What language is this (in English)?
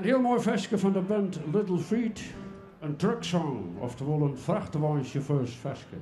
Western Frisian